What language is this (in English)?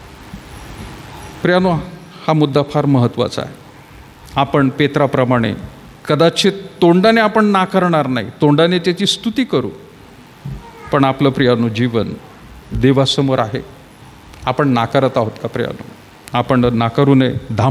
Marathi